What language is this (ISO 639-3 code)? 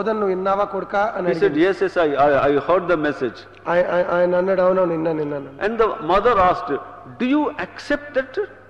tel